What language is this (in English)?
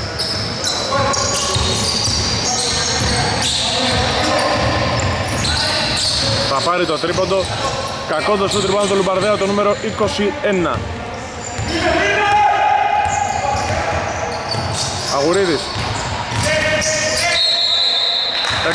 Greek